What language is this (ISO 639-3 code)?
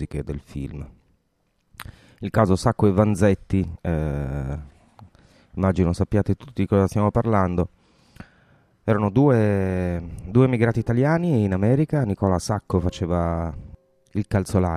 ita